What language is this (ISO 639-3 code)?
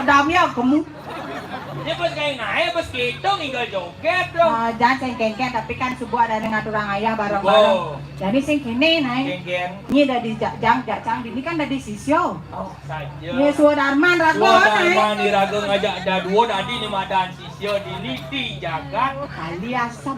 ban